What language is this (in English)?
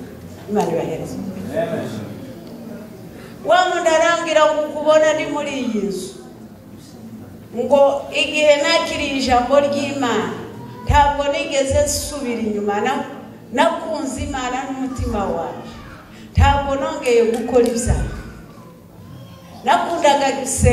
Kinyarwanda